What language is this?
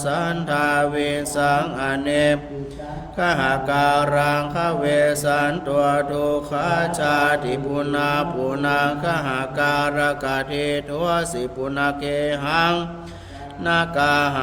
Pali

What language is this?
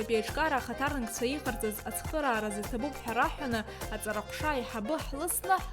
Abkhazian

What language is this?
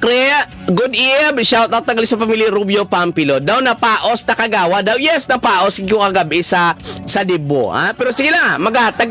Hiligaynon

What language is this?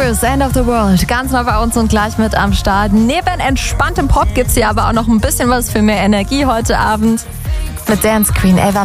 German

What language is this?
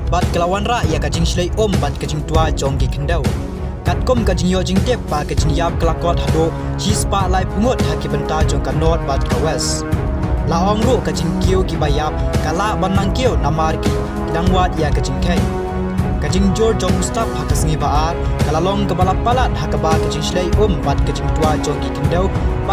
Khasi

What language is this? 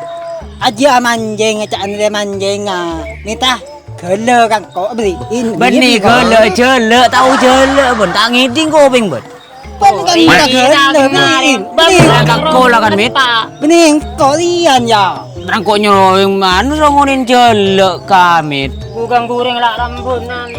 Madurese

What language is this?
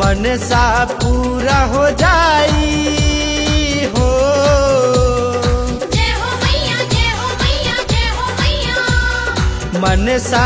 Bhojpuri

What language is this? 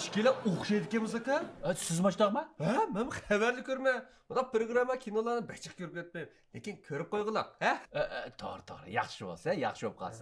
Uyghur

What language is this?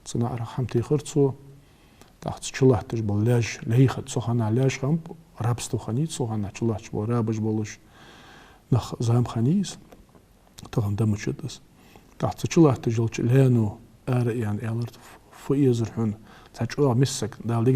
Ingush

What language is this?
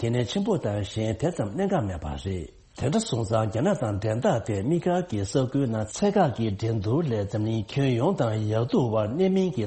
Tibetan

